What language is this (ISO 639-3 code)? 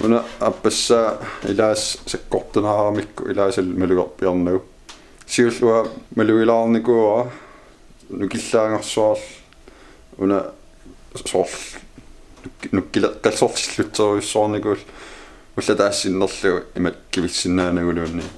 kal